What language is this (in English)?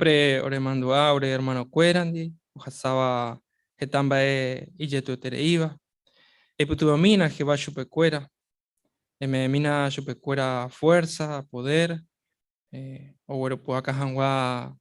Guarani